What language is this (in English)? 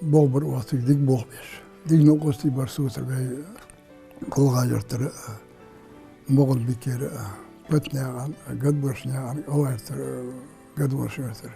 Ingush